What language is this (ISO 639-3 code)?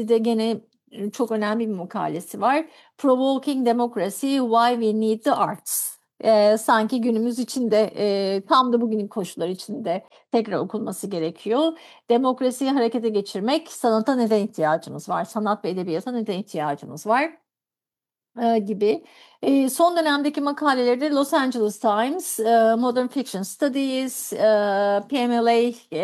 tur